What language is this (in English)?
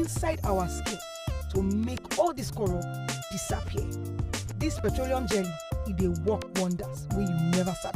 Nigerian Pidgin